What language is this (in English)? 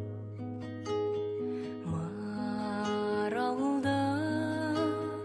Kazakh